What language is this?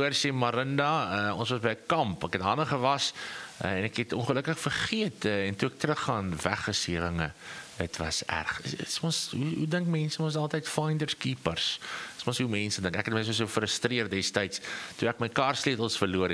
Afrikaans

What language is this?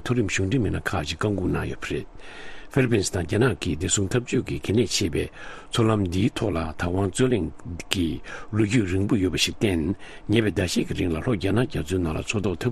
Tibetan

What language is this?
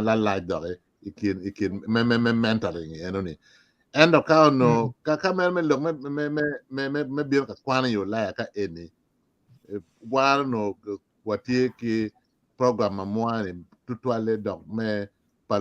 Acoli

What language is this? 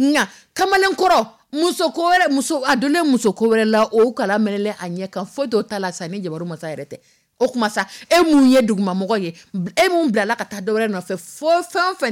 Dyula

